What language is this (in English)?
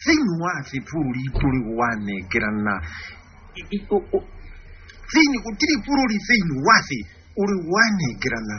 Kikuyu